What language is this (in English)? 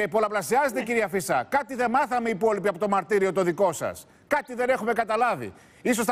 Greek